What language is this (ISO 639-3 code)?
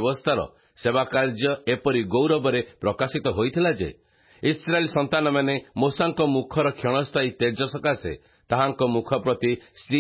ori